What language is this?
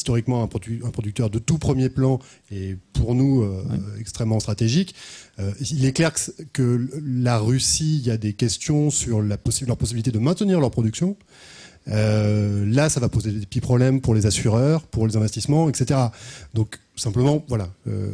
French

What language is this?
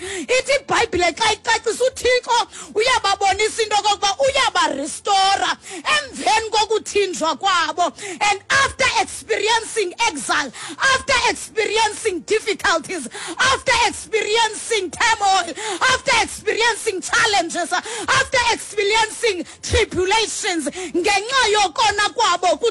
Xhosa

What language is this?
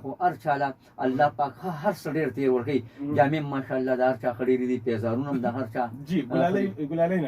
Pashto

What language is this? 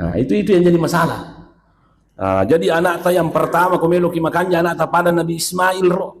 Buginese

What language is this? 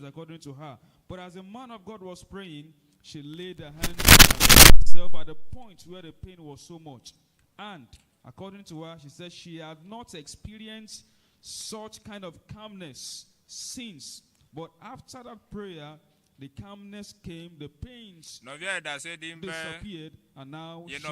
Ewe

